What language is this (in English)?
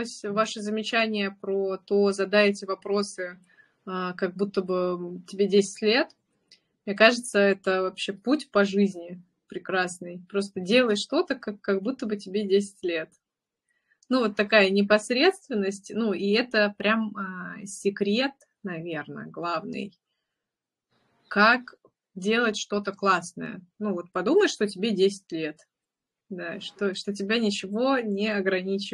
Russian